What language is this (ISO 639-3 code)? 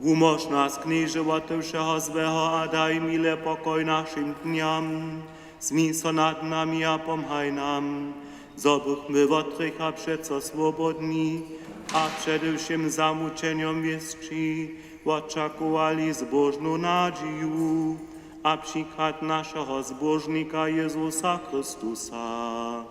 hsb